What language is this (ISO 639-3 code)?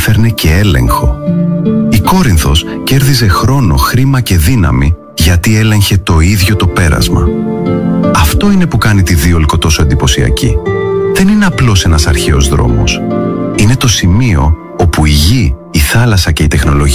ell